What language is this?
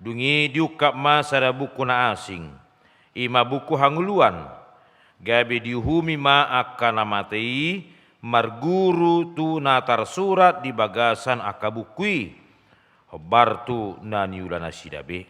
Batak Toba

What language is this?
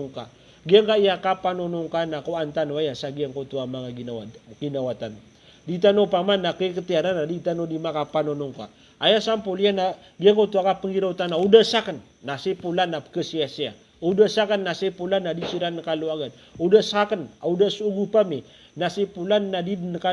Maranao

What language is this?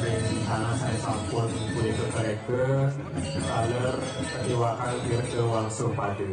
Balinese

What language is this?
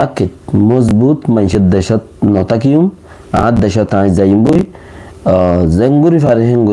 Rohingya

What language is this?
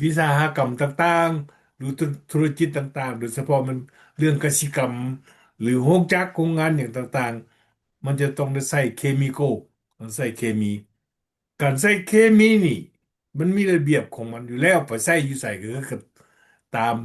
Lao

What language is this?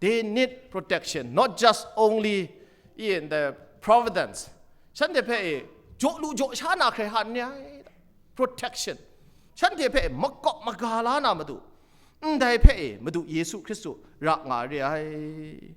Kachin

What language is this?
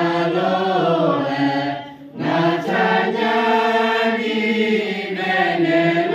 Akha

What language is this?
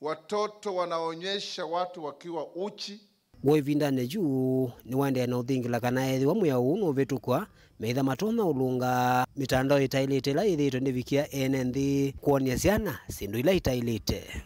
Kamba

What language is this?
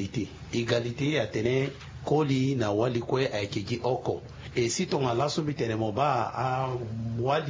Sango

